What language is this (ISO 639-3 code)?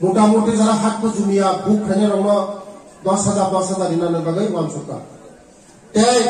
ria